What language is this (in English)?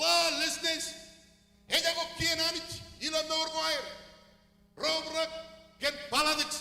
Marshallese